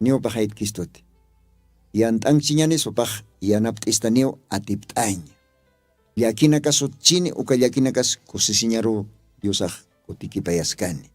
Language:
Aymara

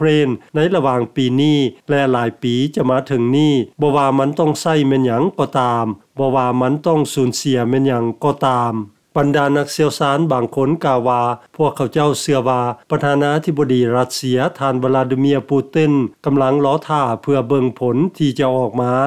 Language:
Lao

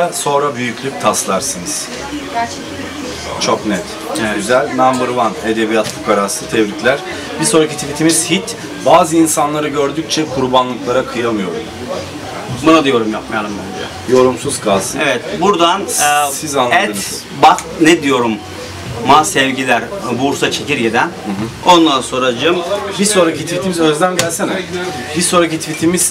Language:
Turkish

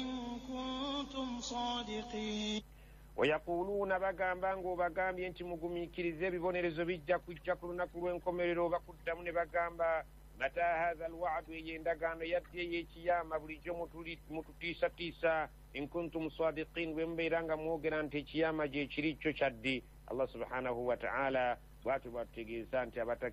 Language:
Ganda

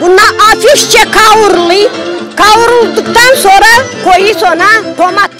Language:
Gagauz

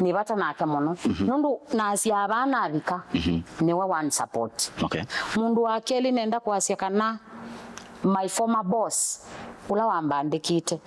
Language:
Kamba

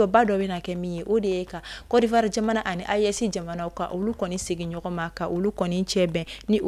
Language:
Bambara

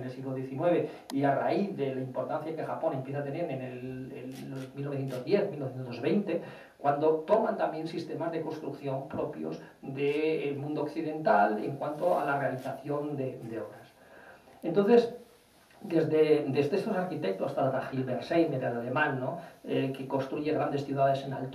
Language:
Spanish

